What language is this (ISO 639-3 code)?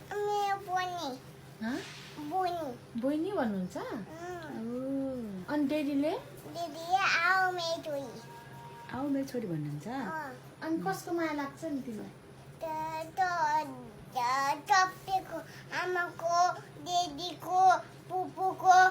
nep